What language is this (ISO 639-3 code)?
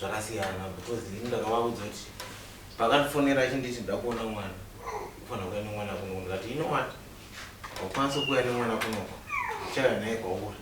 sna